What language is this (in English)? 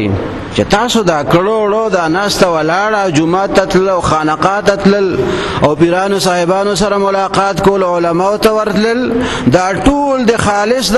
Pashto